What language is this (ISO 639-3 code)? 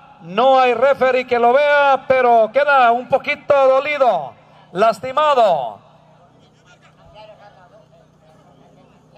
spa